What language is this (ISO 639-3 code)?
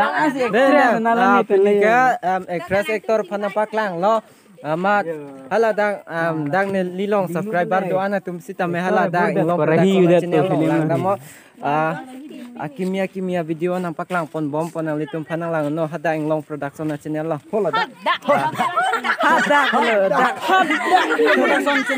mjw